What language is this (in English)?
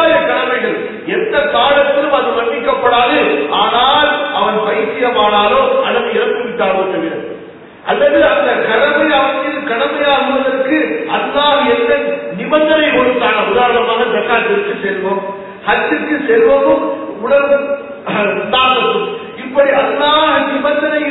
Tamil